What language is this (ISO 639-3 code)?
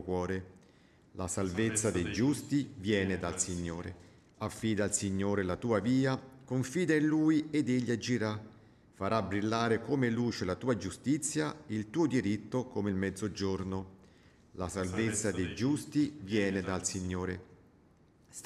ita